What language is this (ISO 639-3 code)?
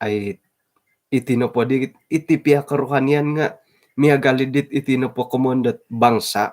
dtp